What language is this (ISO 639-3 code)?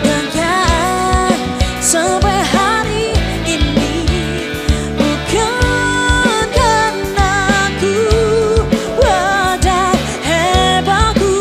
nia